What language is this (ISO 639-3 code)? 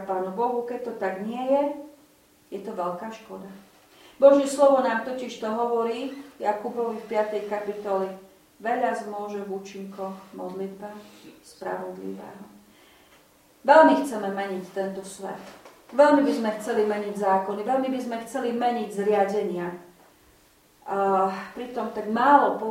slk